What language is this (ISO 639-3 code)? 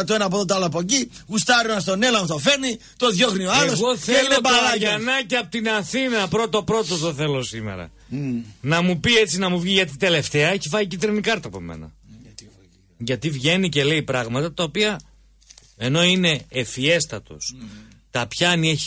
ell